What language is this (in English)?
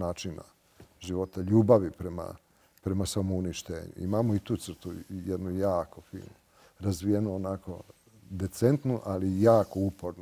Serbian